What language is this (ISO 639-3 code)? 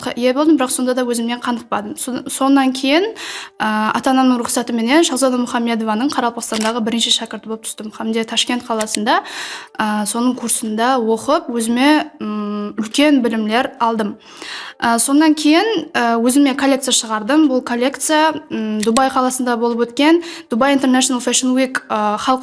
kaa